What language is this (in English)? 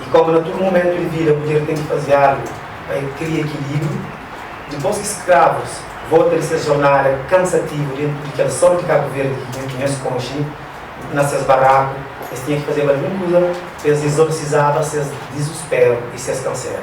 Kabuverdianu